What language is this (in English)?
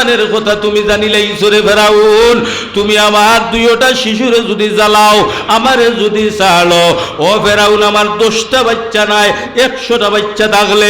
Sylheti